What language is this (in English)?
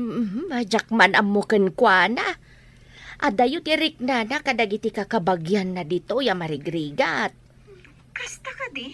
Iloko